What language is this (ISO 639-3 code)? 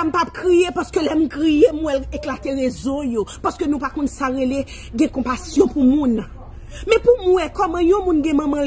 hat